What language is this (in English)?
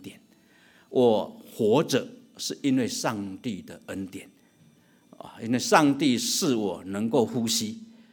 Chinese